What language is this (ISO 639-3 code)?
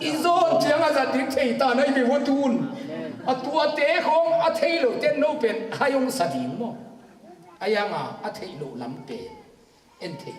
ctd